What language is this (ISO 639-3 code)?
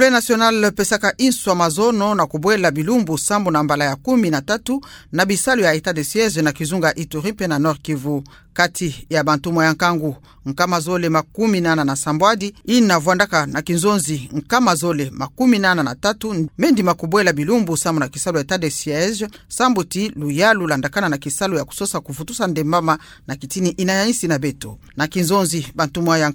ktu